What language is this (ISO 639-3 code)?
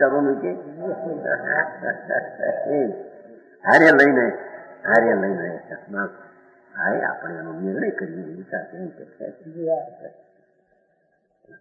guj